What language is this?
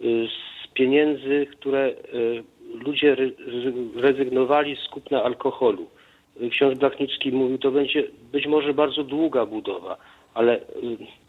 Polish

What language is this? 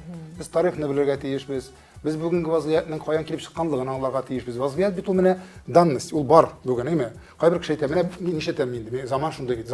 Tatar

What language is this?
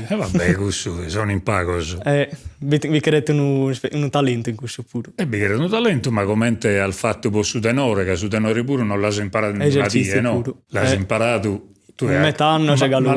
Sardinian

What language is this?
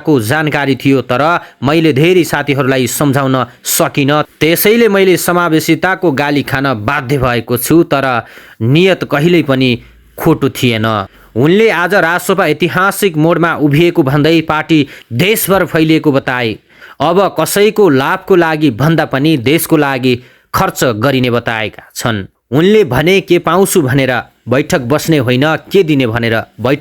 Nepali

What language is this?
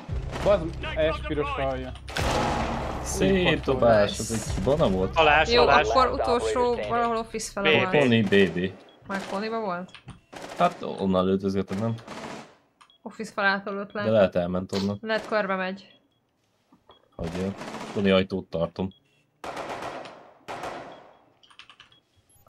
Hungarian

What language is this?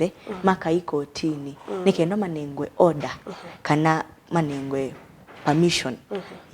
Kamba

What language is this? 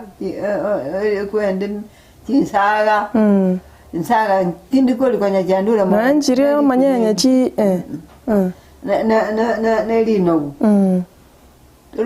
Gusii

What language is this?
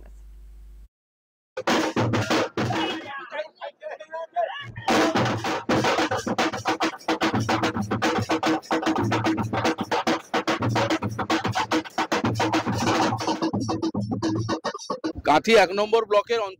Bangla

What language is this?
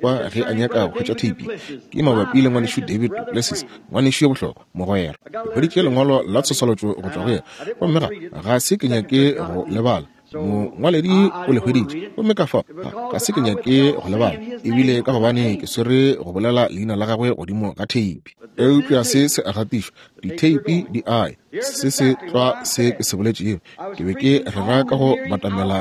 Northern Sotho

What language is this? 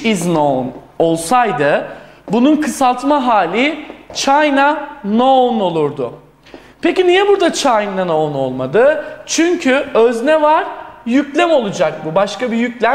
Turkish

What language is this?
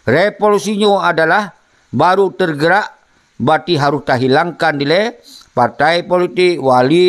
Achinese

